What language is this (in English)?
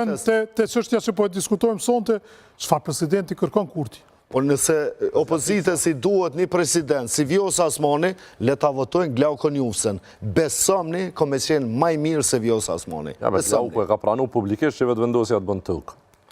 Albanian